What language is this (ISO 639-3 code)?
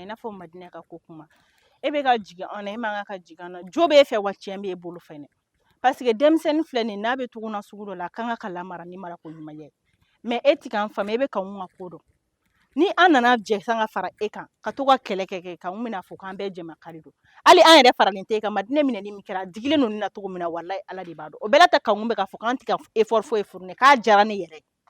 bam